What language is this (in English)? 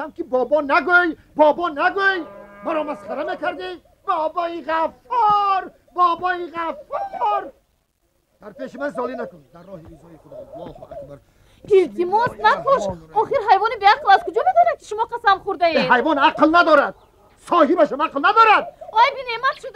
Tajik